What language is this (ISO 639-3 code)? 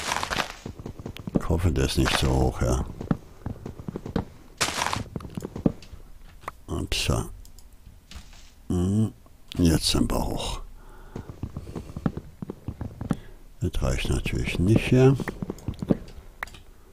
deu